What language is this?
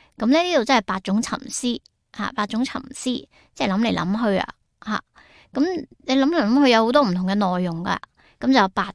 Cantonese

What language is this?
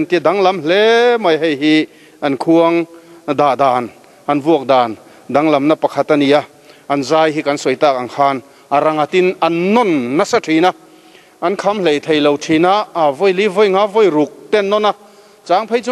Mizo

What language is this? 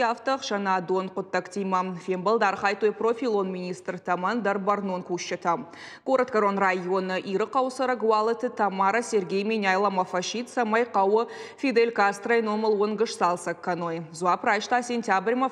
Ossetic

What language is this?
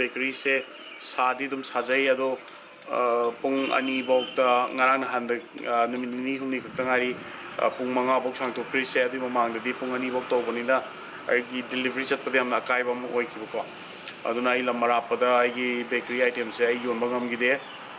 Manipuri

